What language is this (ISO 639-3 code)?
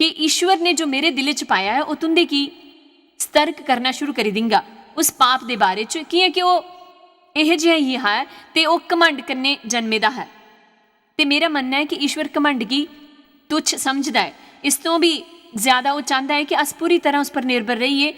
doi